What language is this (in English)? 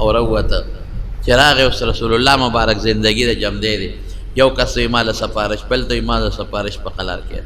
Pashto